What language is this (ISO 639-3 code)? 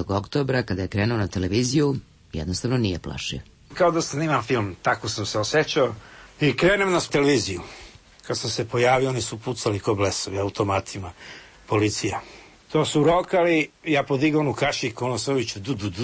srp